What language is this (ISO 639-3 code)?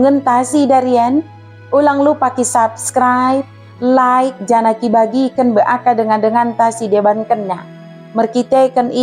btd